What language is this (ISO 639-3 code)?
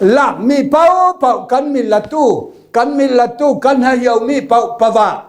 cfm